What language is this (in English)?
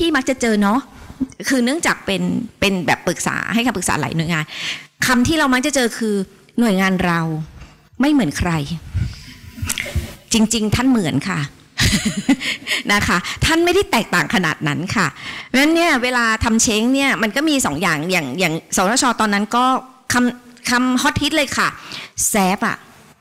Thai